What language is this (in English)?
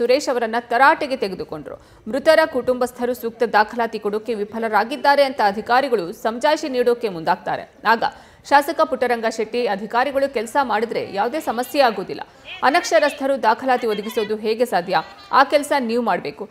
Kannada